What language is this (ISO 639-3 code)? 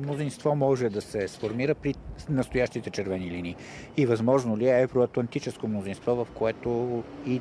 bul